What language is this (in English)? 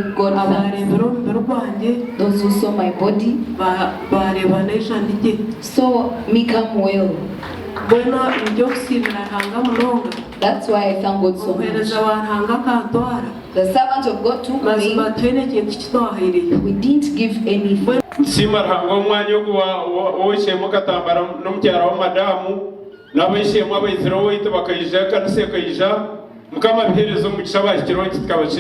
Nyankole